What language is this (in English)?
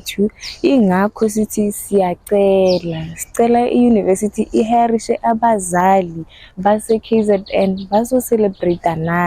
Zulu